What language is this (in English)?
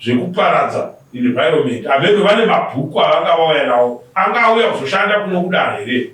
Shona